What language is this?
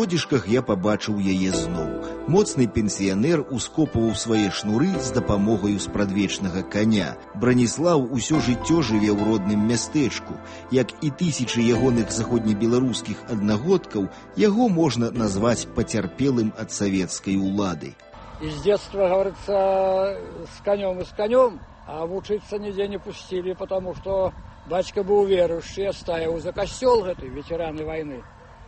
Belarusian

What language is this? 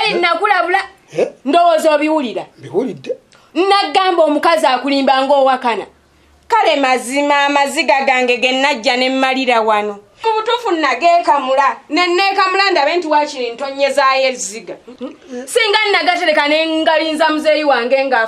Ganda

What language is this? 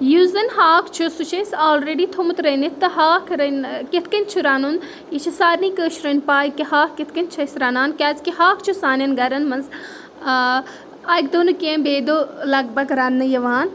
Kashmiri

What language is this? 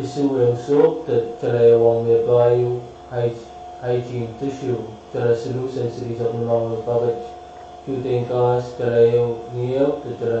Pohnpeian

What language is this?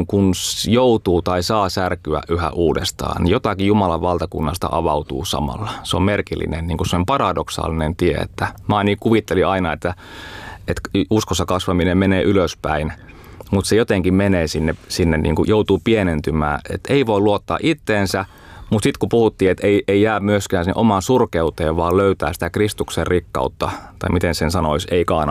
Finnish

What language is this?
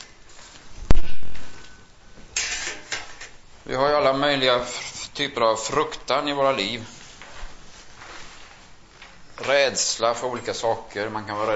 Swedish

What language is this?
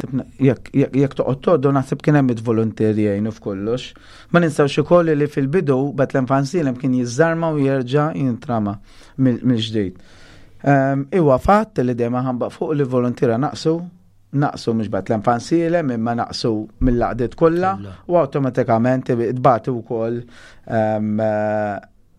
Maltese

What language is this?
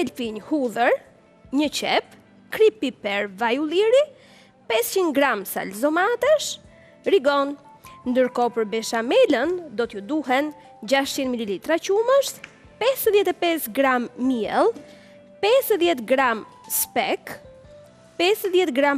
Albanian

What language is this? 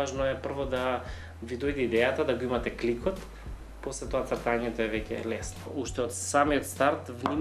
Macedonian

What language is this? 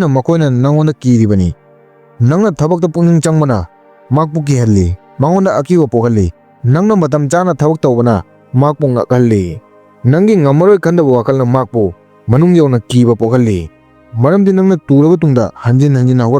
Manipuri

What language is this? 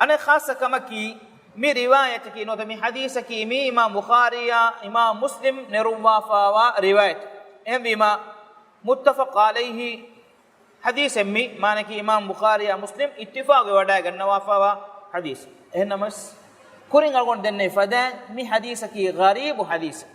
Divehi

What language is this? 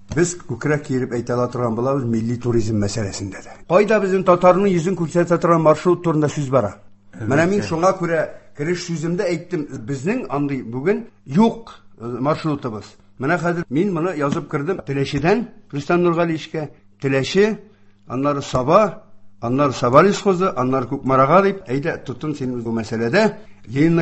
Tatar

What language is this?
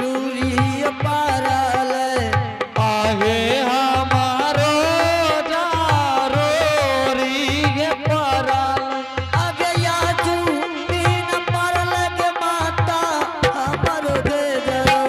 Angika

